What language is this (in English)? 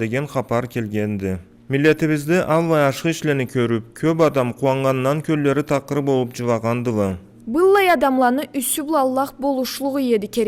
Karachay-Balkar